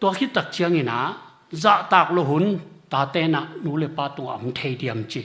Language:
Tedim Chin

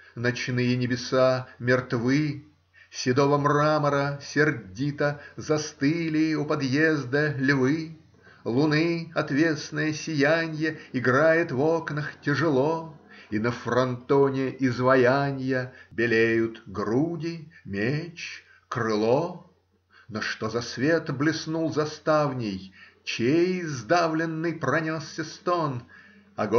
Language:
Russian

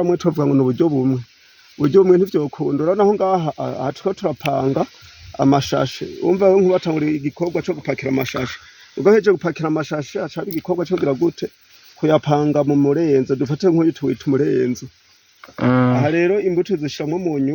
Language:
Rundi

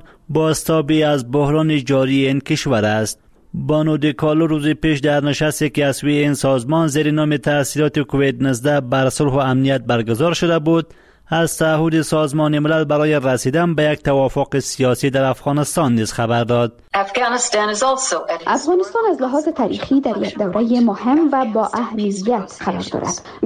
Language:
Persian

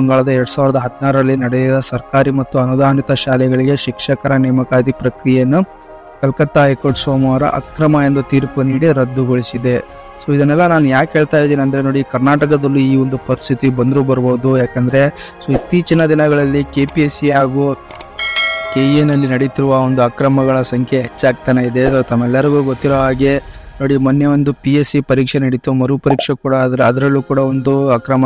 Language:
Kannada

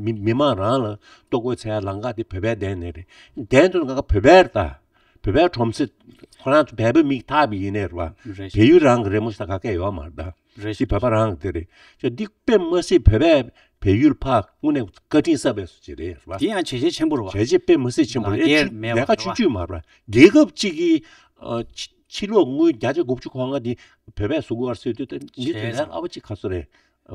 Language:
Tibetan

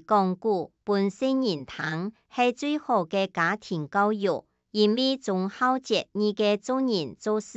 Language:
Hakka Chinese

